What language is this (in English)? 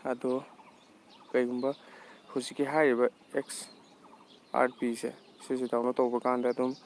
Manipuri